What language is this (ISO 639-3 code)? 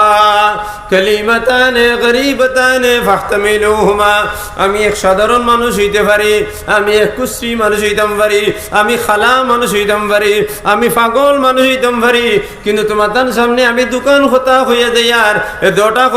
syl